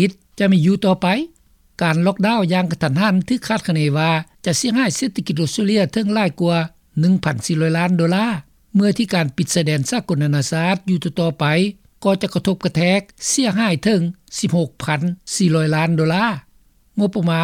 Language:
Lao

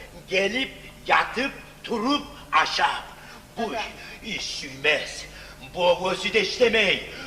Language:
Kumyk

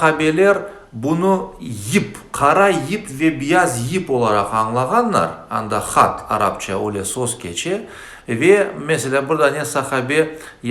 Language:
Crimean Tatar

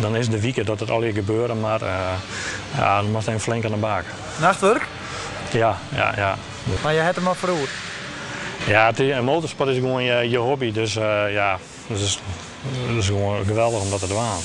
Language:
Western Frisian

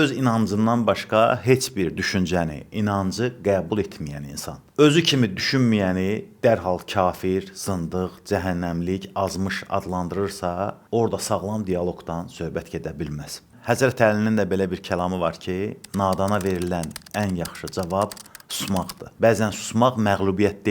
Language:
Azerbaijani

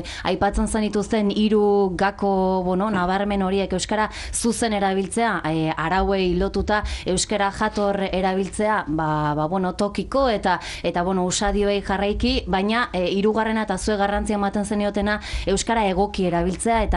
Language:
Basque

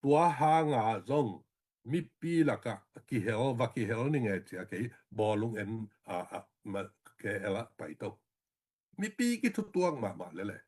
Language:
Tedim Chin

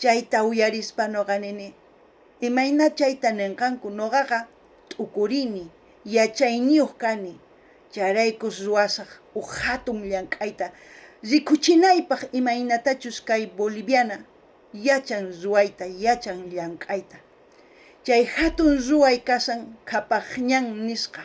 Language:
South Bolivian Quechua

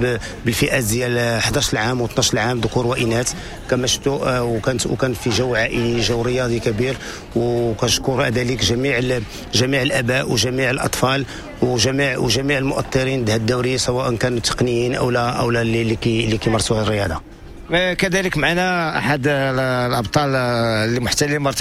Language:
Moroccan Arabic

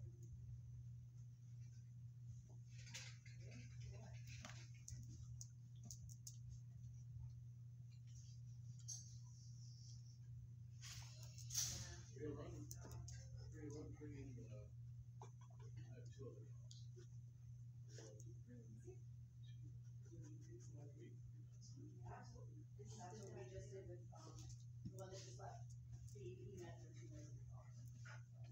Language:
English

